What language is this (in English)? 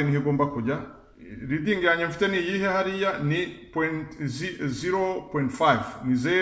Kinyarwanda